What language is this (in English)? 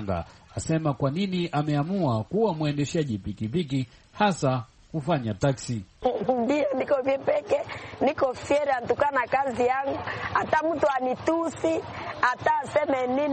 Swahili